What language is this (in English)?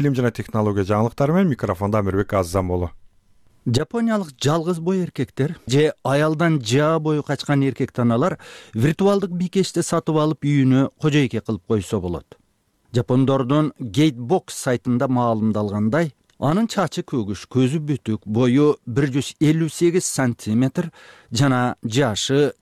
Kyrgyz